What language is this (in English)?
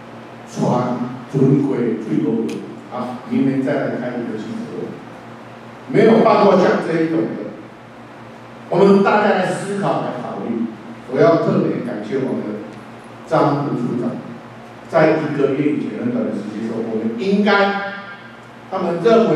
Chinese